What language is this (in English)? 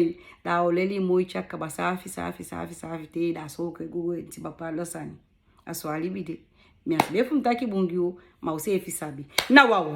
Sranan Tongo